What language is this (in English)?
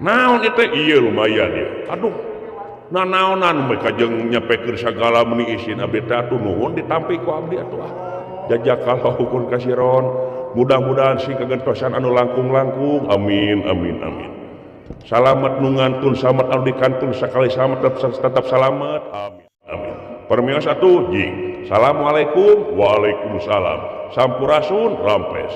Sundanese